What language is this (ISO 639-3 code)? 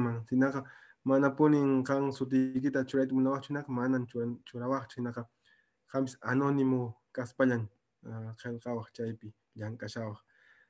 que